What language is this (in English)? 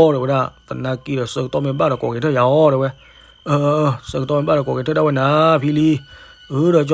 S'gaw Karen